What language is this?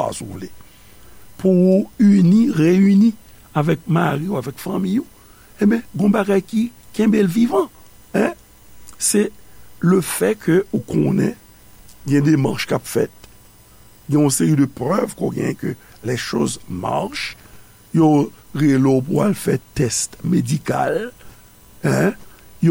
Haitian Creole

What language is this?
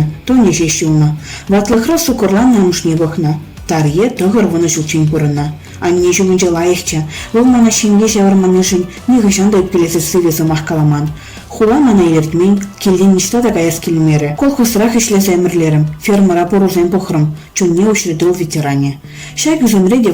Chuvash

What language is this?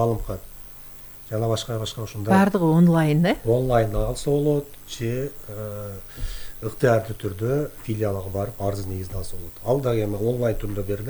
Kyrgyz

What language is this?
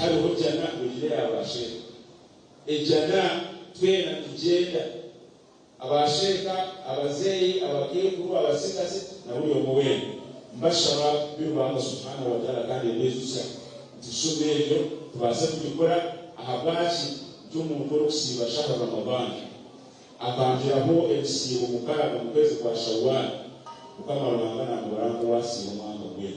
Nyankole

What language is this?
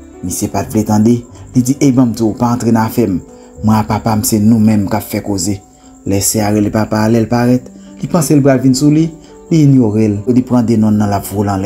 Haitian Creole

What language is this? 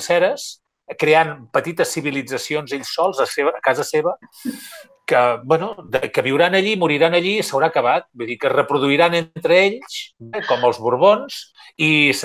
Catalan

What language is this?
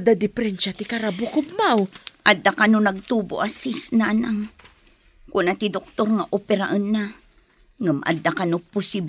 Iloko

